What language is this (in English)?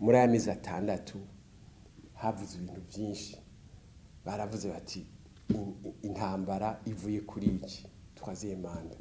Rundi